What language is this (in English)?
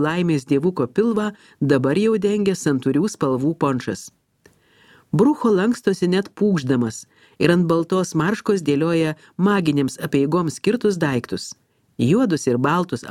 Lithuanian